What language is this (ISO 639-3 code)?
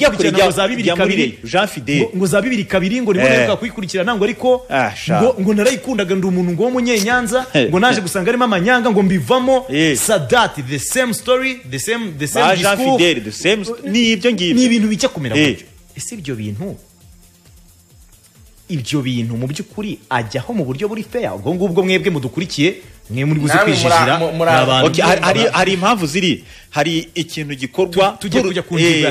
kin